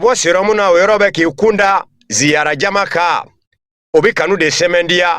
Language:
Bambara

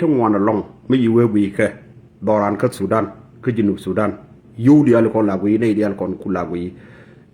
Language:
Nuer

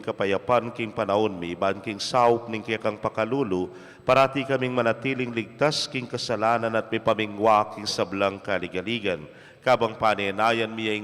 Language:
Pampanga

